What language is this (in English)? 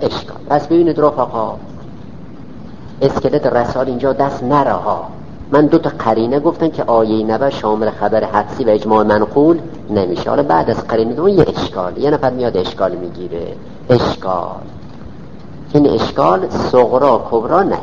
Persian